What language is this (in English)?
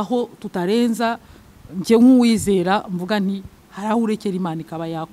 Kinyarwanda